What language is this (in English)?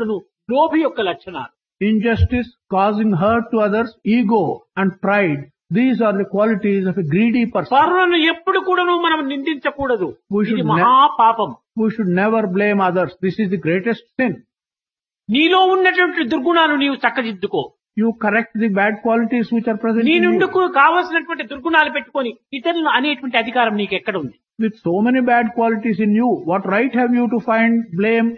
Telugu